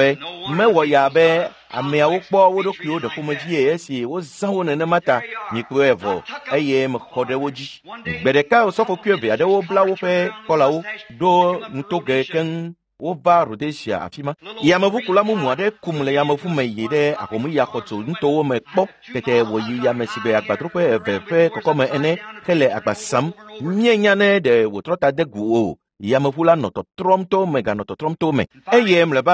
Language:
Ewe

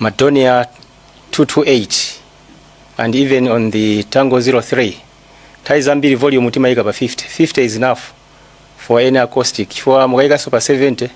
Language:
Nyanja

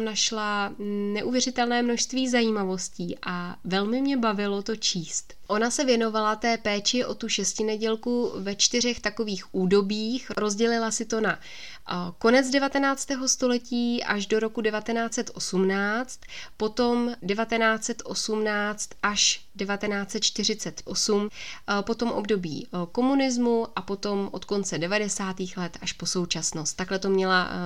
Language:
Czech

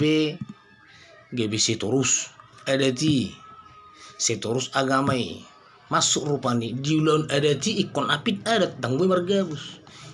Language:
Batak Toba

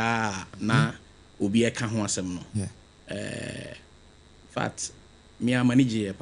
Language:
Akan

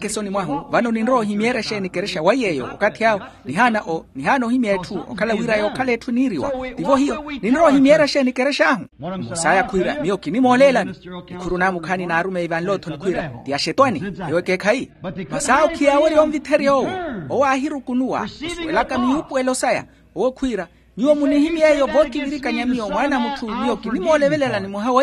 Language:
Makhuwa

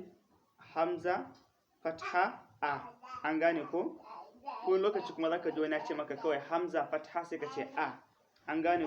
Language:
Hausa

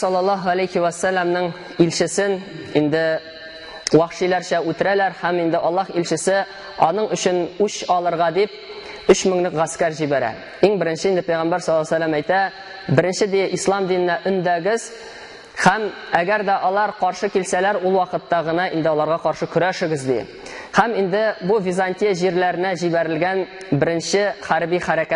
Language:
Tatar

